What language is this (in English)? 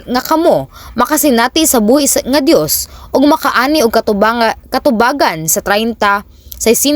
Cebuano